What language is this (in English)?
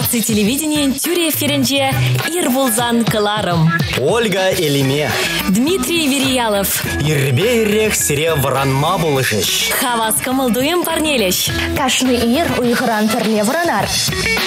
Chuvash